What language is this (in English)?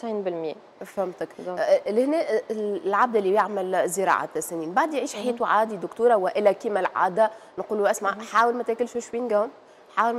Tunisian Arabic